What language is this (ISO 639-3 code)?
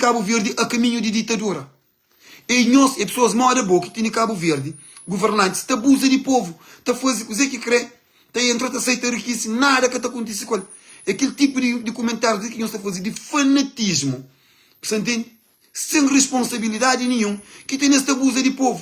kea